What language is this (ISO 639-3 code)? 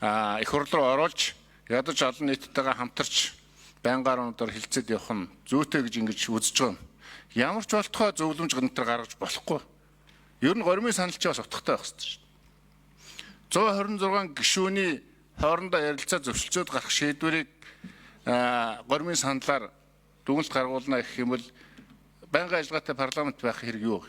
mon